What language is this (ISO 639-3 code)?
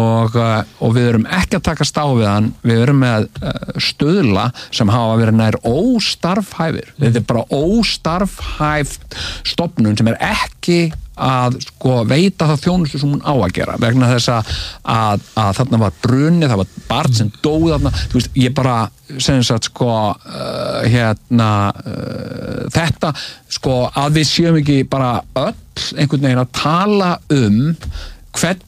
isl